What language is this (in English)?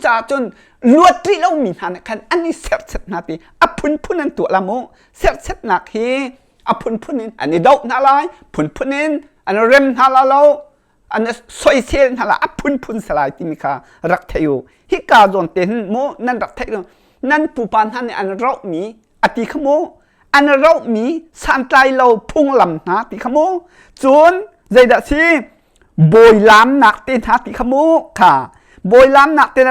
Hakha Chin